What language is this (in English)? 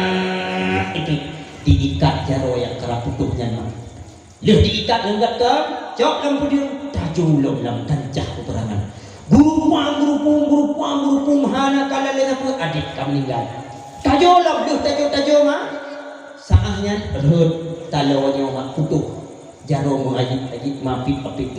Achinese